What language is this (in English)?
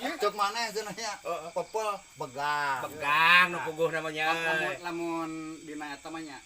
Sundanese